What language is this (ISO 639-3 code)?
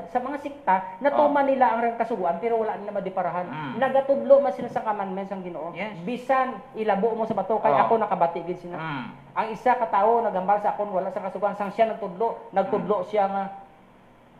hil